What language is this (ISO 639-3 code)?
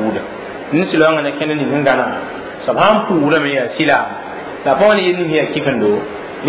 mos